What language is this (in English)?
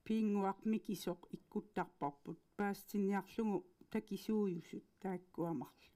Kalaallisut